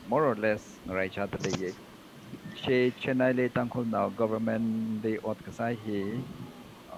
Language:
Tangkhul Naga (India)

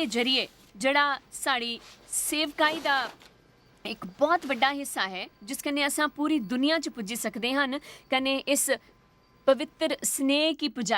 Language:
Dogri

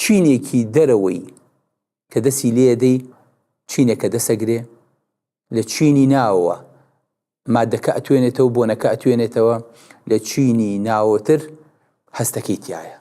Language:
Central Kurdish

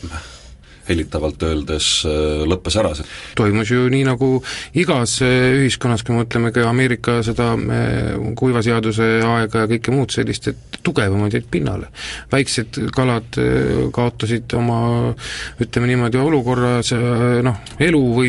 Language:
Estonian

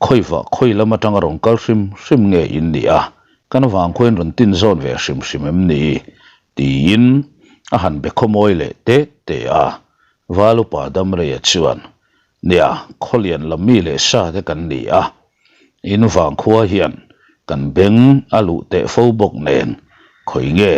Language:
Mizo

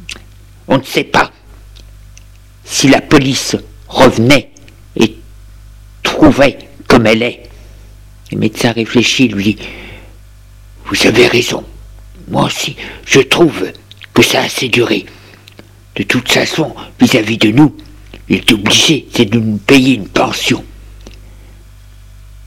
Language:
French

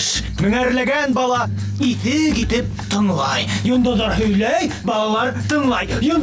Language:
Bashkir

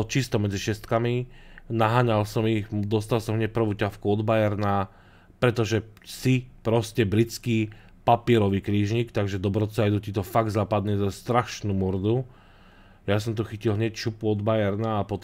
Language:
Slovak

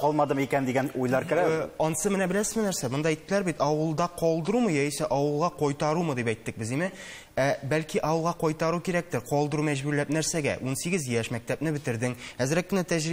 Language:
Tatar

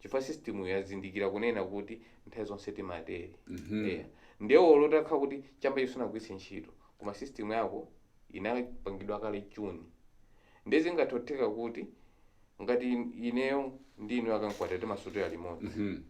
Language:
Nyanja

